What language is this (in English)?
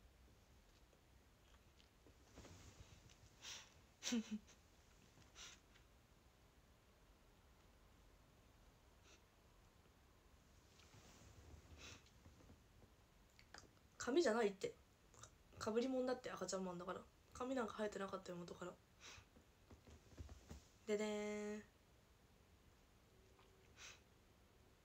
Japanese